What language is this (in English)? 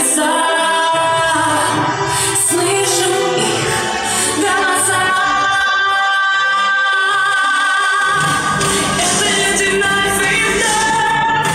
Russian